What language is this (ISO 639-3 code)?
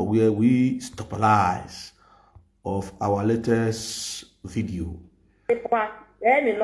pcm